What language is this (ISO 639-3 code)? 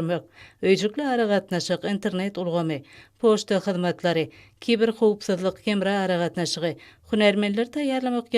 tuk